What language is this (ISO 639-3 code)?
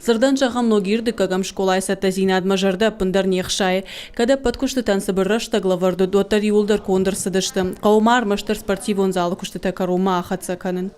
oss